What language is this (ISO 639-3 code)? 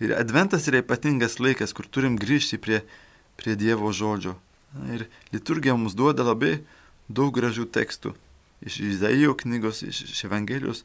lit